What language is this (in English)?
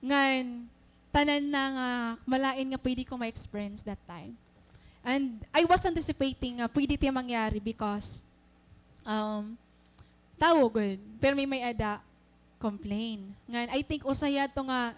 Waray